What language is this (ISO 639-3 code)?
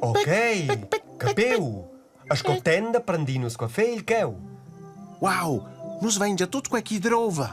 roh